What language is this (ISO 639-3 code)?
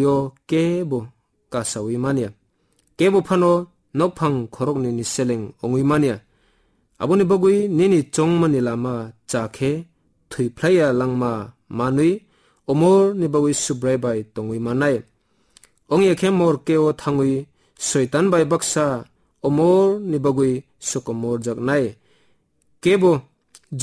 trp